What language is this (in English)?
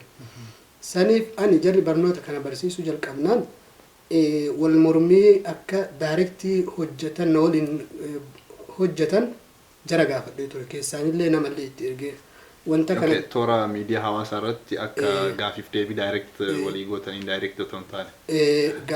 Oromo